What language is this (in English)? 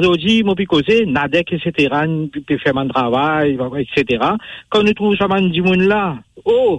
Morisyen